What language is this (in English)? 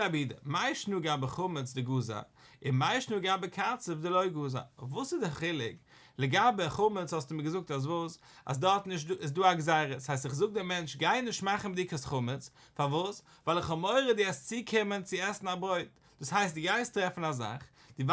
Yiddish